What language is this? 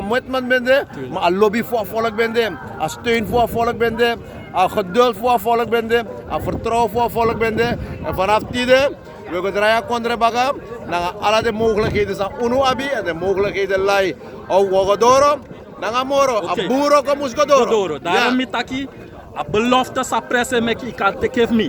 Sranan Tongo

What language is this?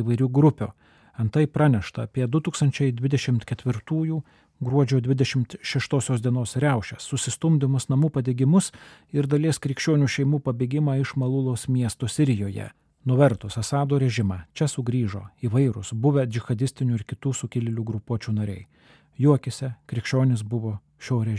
Lithuanian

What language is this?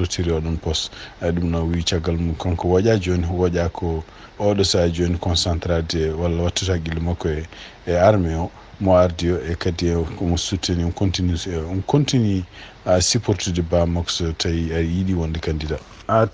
Fula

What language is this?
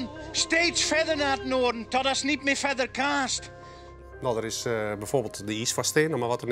Western Frisian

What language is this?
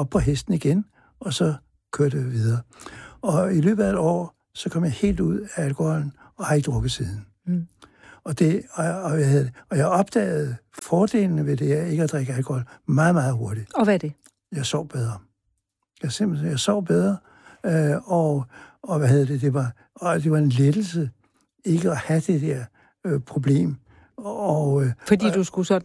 Danish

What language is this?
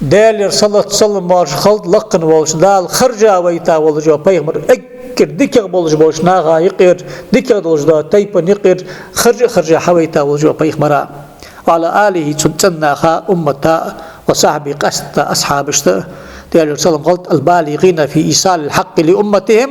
Ingush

